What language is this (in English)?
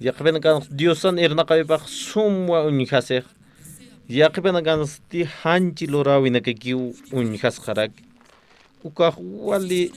Aymara